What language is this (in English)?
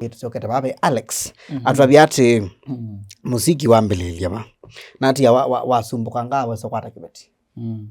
Kamba